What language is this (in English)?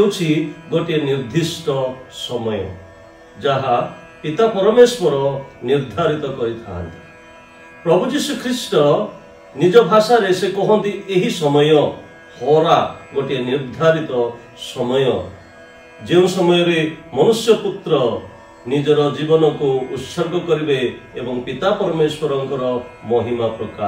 Odia